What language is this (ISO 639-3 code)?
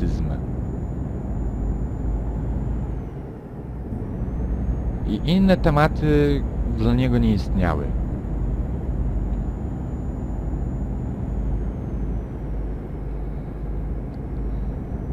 pol